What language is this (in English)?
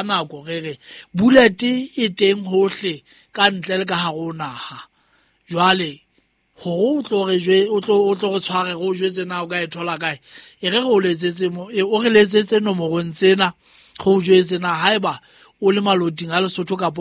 Southern Sotho